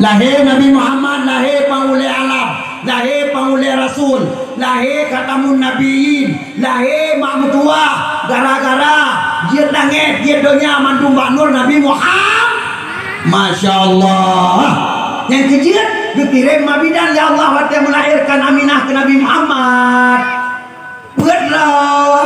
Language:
Achinese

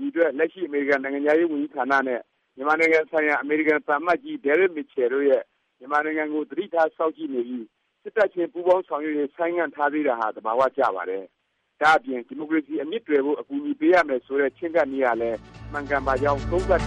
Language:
Burmese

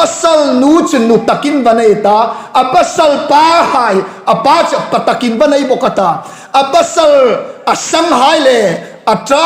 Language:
Hmar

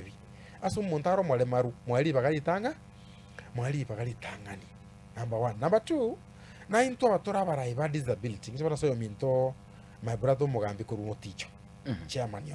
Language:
Gusii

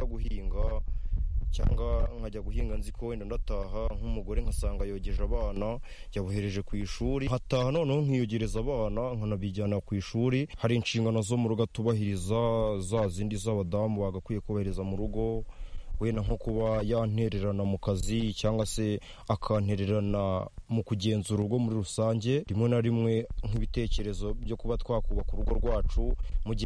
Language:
Kinyarwanda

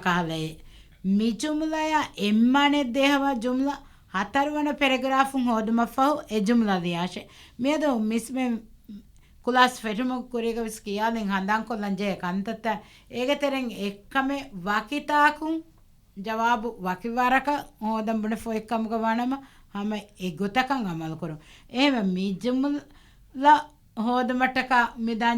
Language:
Divehi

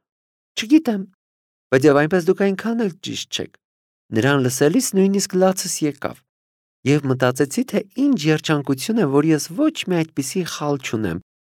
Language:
Armenian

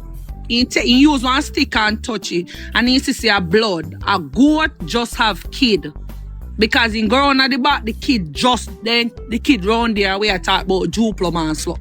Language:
Jamaican Creole English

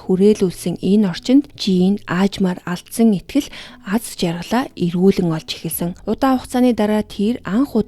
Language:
Mongolian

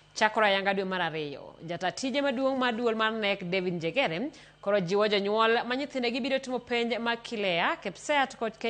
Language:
Luo (Kenya and Tanzania)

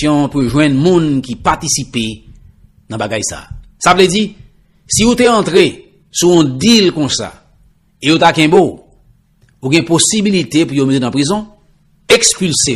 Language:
Haitian Creole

